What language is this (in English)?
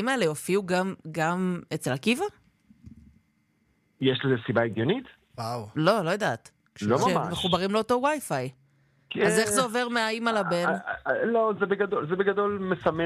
Hebrew